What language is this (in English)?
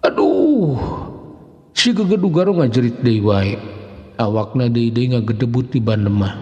Sundanese